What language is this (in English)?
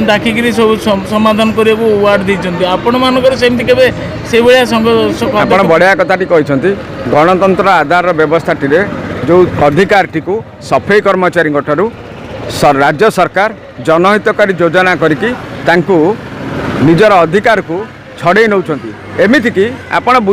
Odia